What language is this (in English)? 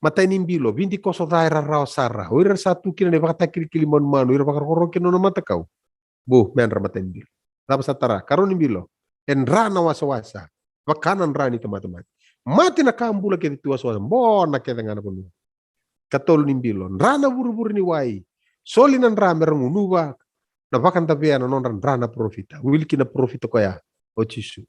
Fijian